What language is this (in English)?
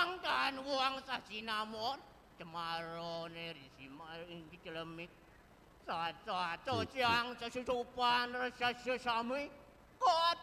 Balinese